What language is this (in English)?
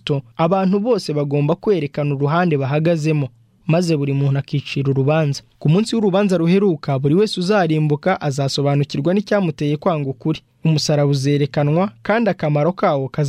Kinyarwanda